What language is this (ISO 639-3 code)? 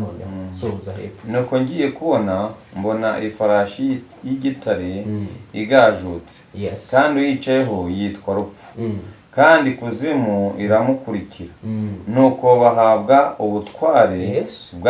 kin